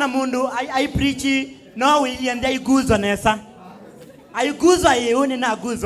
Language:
Kamba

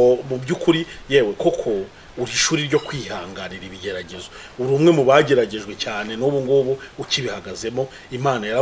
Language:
Kinyarwanda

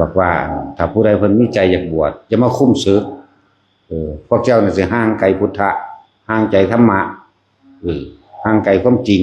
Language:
Northeastern Thai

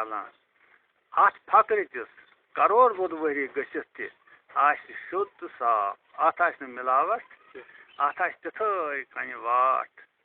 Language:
Kashmiri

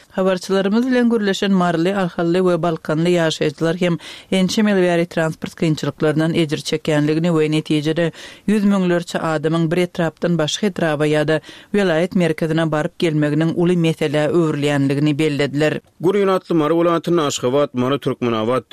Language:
Turkmen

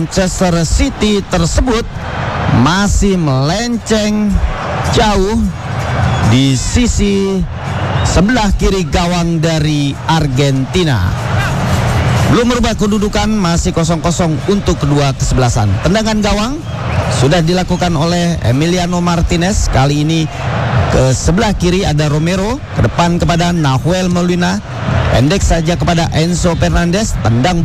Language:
Indonesian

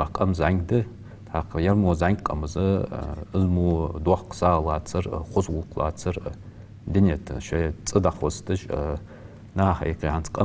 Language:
Ingush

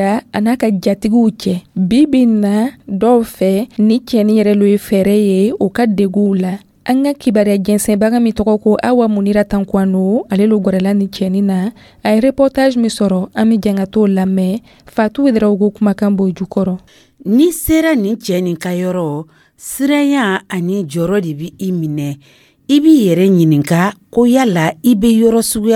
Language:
Dyula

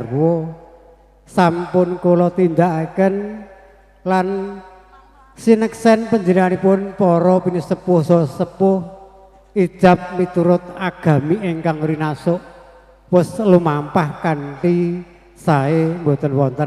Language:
Javanese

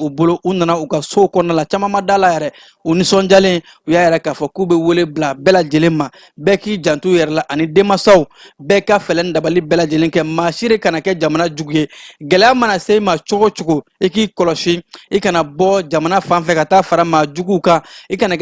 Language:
Bambara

